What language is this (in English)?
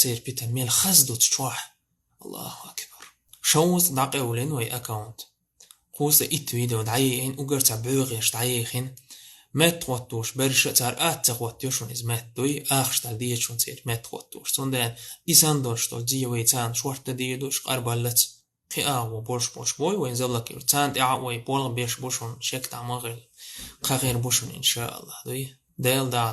Chechen